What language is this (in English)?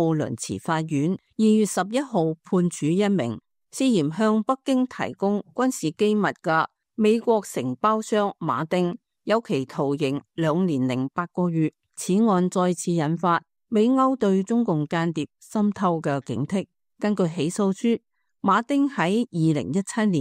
Cantonese